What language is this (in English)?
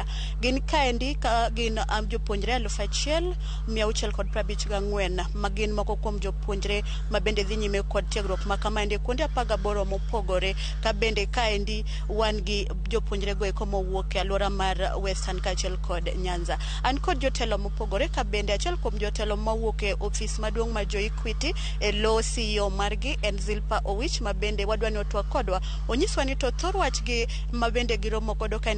Luo (Kenya and Tanzania)